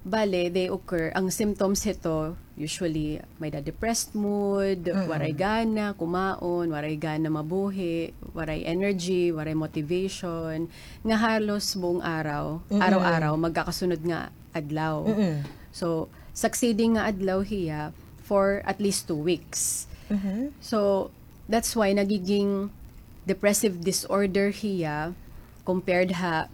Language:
Waray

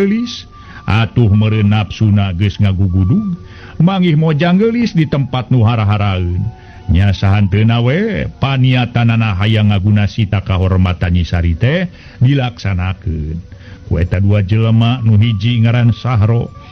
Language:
Sundanese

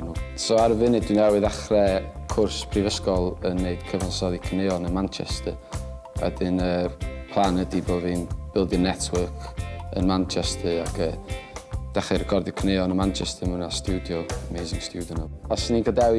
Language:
Welsh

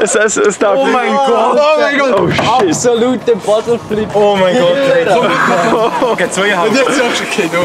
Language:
Swiss German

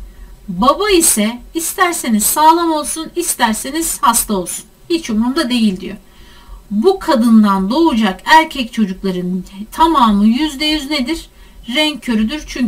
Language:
Turkish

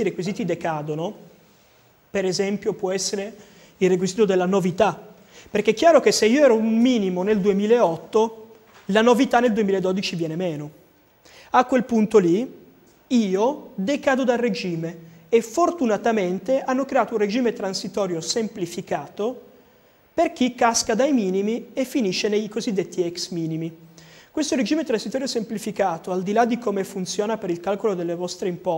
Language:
Italian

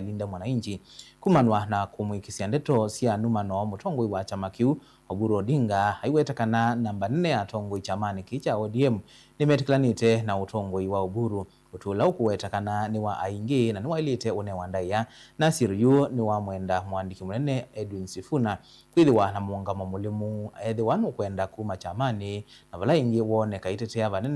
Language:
Kamba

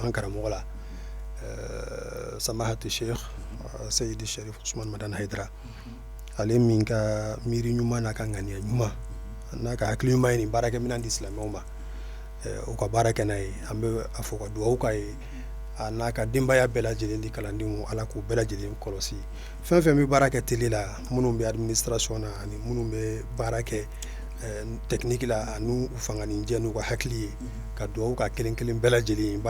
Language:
Bambara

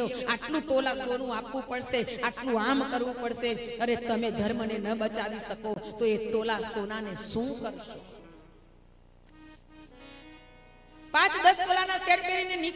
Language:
Gujarati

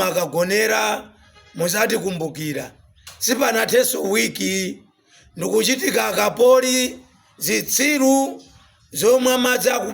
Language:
Nyanja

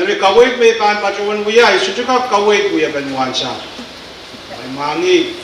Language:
Pohnpeian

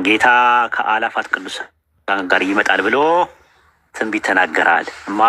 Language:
Amharic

